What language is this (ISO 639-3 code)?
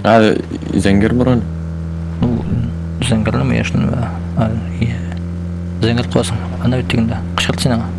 tat